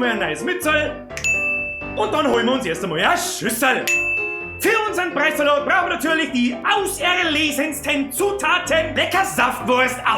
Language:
Bavarian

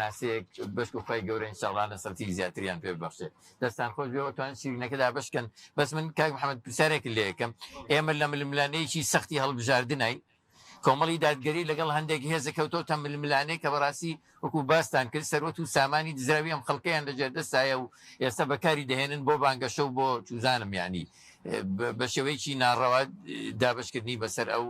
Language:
Central Kurdish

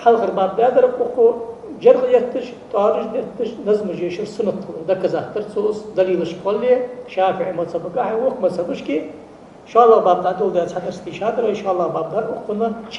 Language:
Ingush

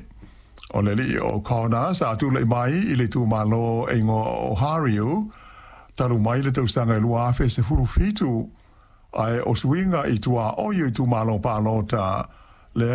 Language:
Samoan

